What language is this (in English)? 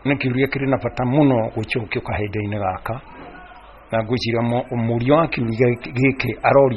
Kikuyu